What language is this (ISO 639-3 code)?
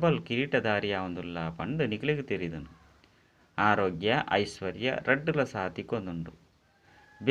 tcy